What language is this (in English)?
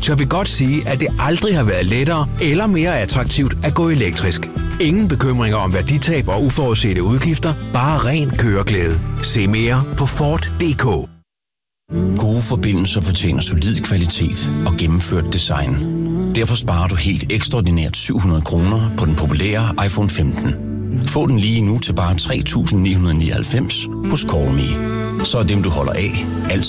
Danish